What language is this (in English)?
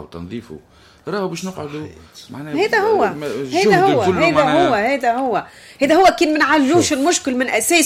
Tunisian Arabic